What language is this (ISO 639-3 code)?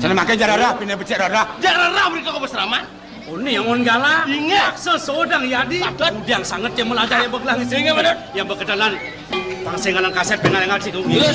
ban